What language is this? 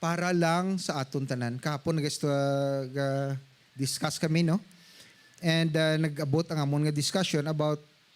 Hiligaynon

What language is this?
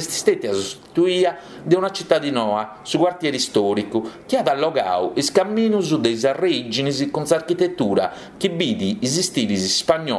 Sardinian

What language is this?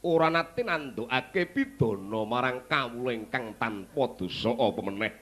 Javanese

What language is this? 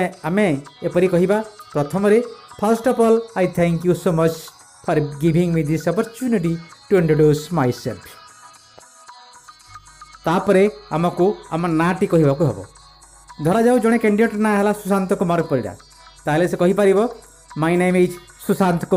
Odia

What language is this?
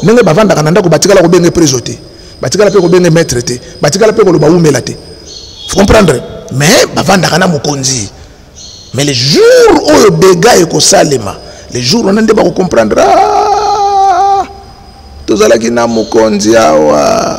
Lingala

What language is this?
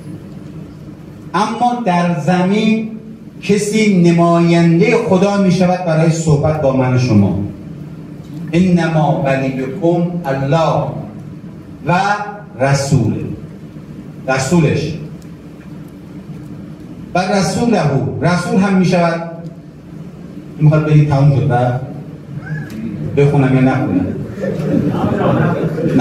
Persian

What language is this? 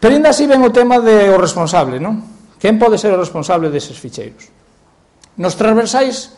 Galician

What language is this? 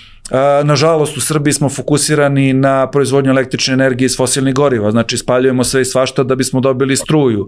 Serbian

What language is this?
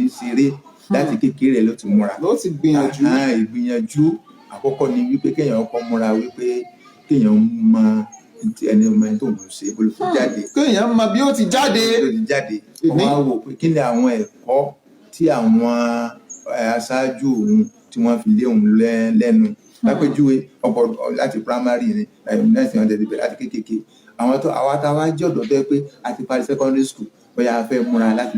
Yoruba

